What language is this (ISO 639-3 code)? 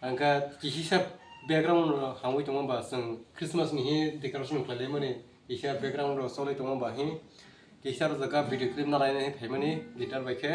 trp